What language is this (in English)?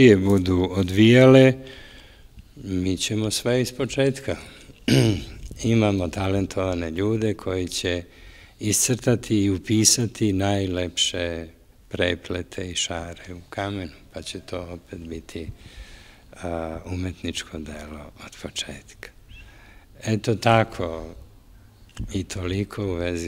Serbian